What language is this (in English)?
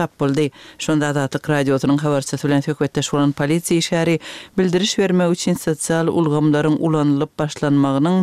Turkmen